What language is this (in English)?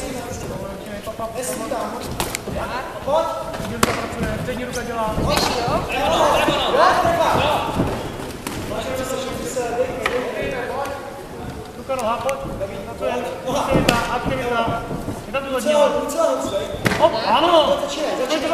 Czech